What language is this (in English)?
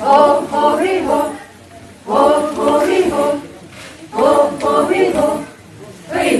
Phom Naga